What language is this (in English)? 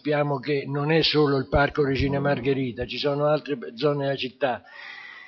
Italian